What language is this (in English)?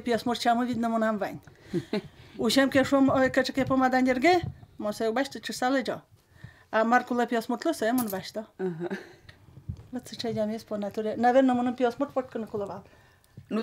Udmurt